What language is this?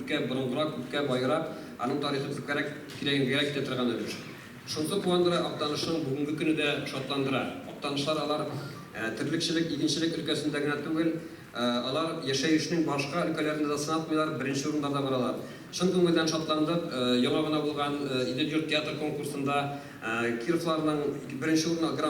Tatar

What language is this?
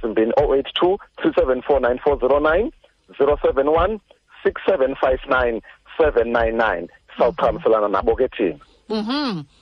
Xhosa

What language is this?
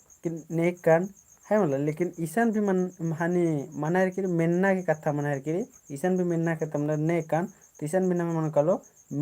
Kurukh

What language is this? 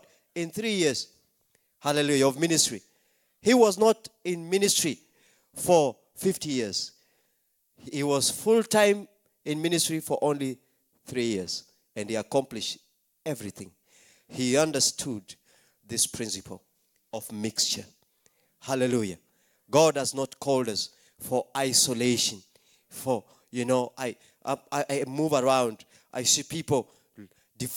Maltese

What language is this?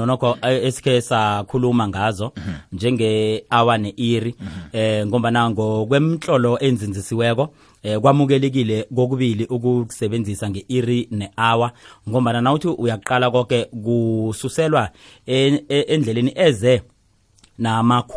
South Ndebele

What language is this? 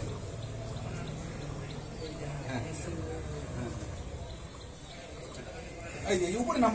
Bangla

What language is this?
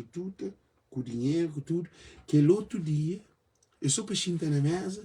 Kabuverdianu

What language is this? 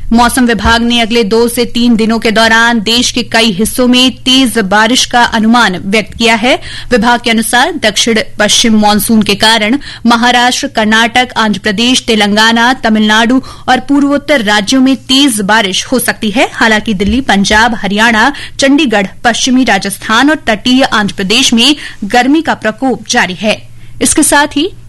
Hindi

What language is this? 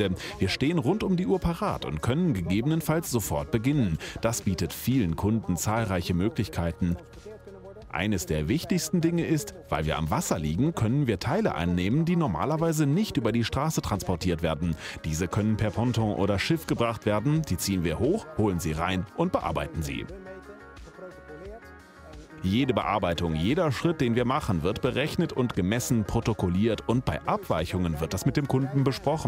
German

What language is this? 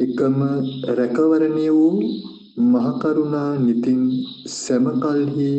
Sinhala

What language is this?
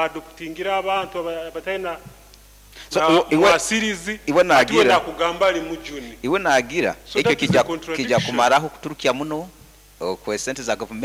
Nyoro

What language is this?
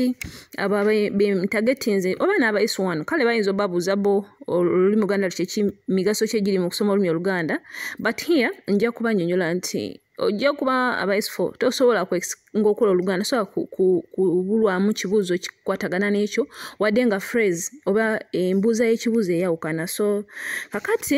Ganda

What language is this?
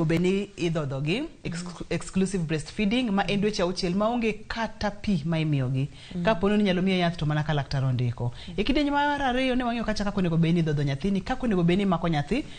Luo (Kenya and Tanzania)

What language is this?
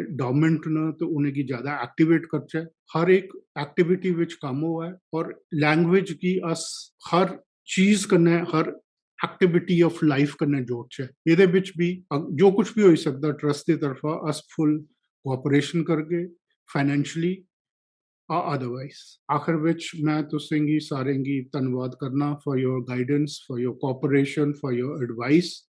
Dogri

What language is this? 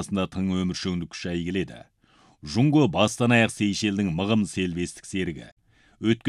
Kazakh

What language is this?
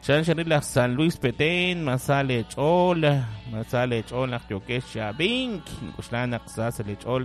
Kekchí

